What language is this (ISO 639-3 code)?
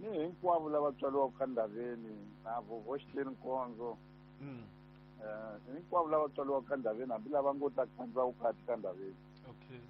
tso